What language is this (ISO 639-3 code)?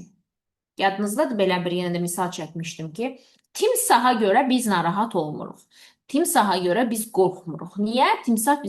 aze